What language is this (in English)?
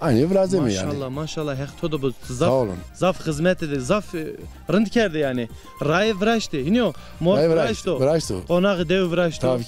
Zaza